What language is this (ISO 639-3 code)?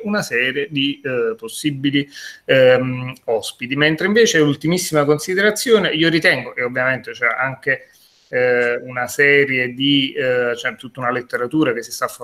ita